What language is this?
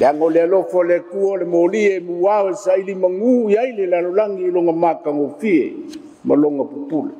Samoan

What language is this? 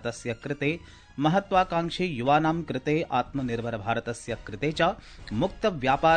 Sanskrit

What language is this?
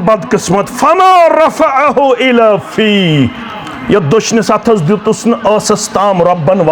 Kashmiri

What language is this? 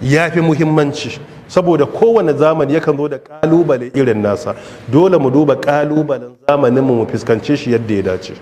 Hausa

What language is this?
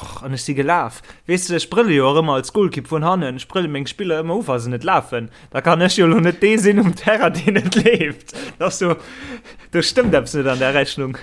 Luxembourgish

